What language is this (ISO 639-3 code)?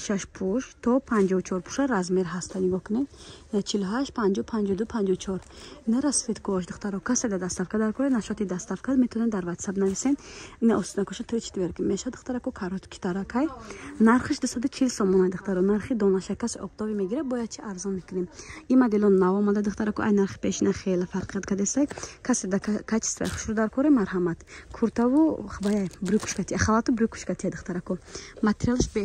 tgk